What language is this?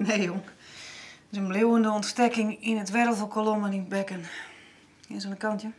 Western Frisian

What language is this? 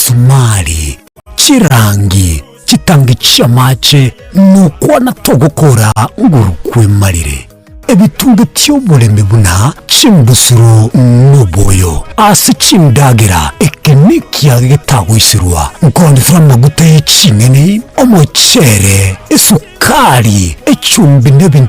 Gusii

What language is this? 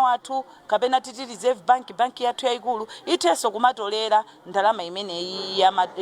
Nyanja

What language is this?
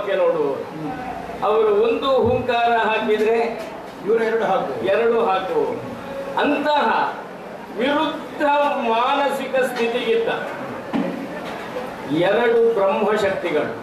Kannada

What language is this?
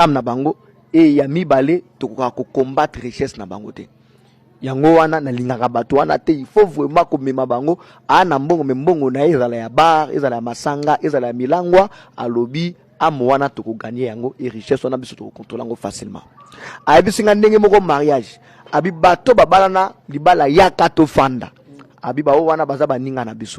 Lingala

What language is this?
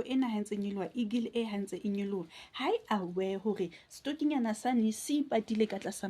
Southern Sotho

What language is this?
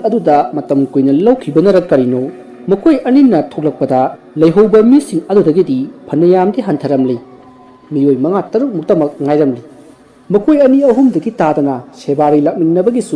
Manipuri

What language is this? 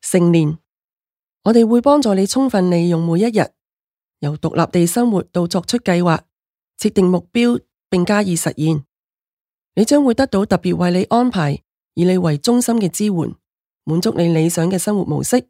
Cantonese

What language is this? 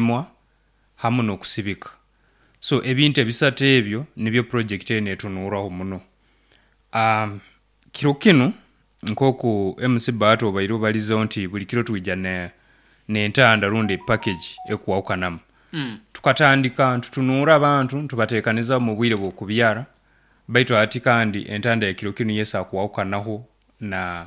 Nyoro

